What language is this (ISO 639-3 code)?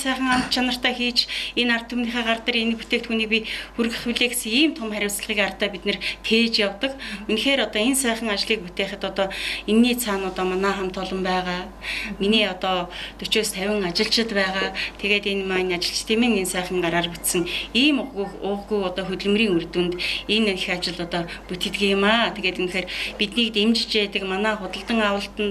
mon